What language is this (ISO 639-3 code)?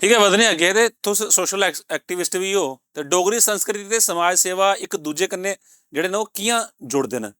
doi